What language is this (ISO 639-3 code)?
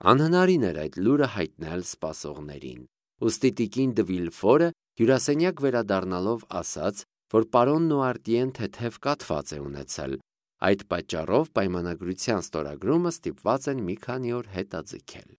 hye